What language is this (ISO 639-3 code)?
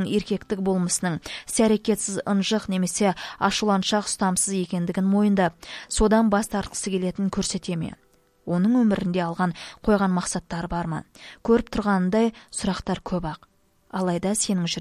kaz